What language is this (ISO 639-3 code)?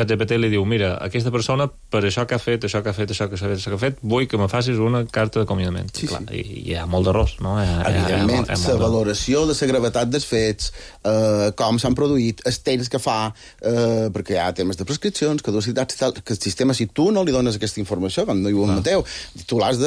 cat